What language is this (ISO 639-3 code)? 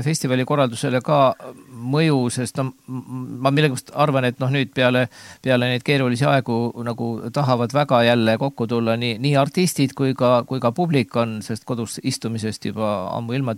est